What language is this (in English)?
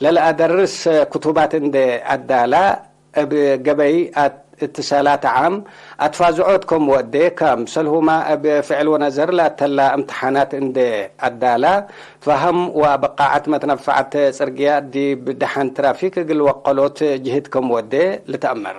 Tigre